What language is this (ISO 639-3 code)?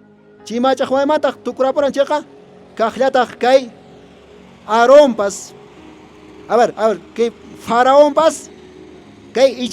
que